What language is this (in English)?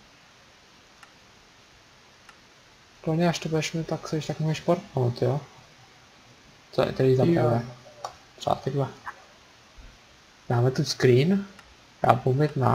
Czech